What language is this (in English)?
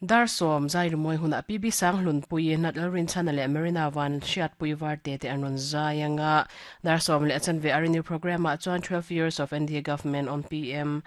Mizo